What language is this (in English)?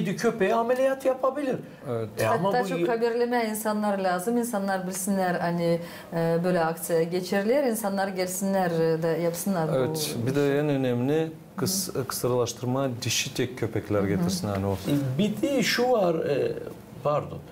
Gagauz